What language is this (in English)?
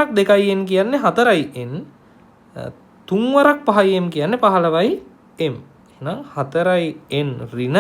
Sinhala